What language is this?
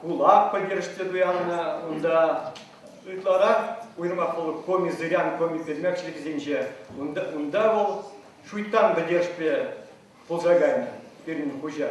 Chuvash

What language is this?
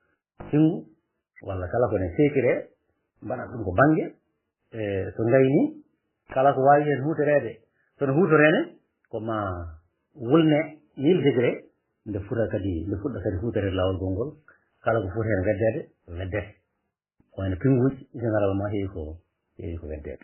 Fula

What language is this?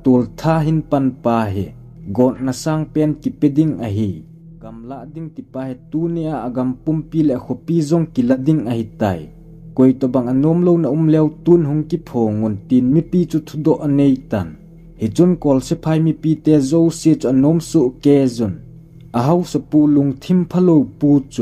Thado Chin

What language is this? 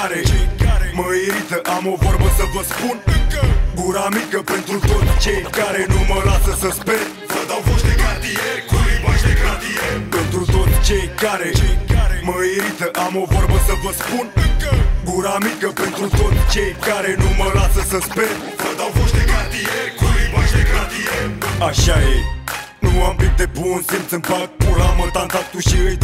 Romanian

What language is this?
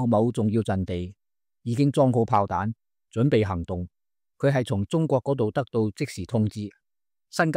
Cantonese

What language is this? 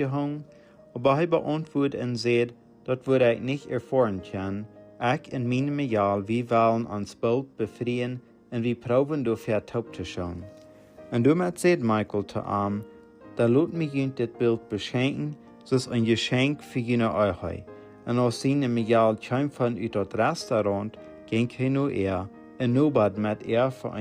Plautdietsch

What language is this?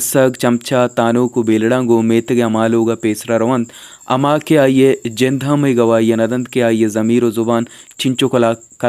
Baluchi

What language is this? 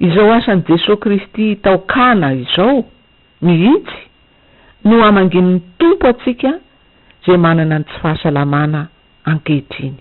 Malagasy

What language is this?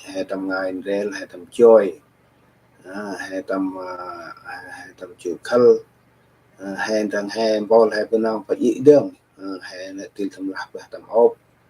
Central Mnong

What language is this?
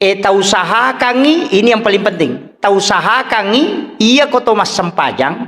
Buginese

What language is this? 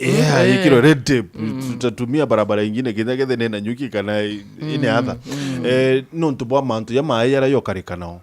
Meru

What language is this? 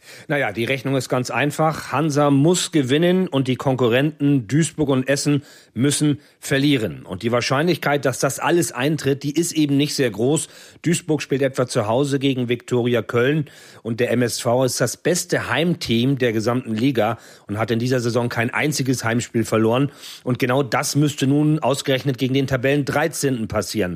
German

